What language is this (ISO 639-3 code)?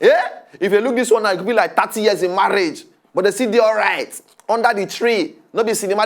pcm